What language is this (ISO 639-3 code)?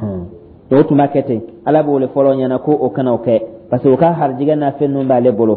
dyu